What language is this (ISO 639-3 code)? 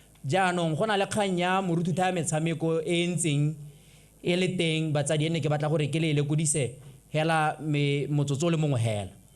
tsn